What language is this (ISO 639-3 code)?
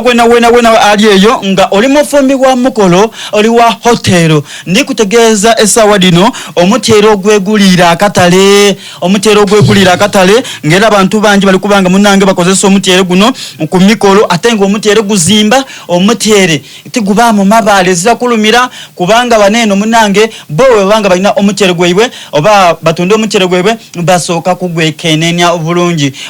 xog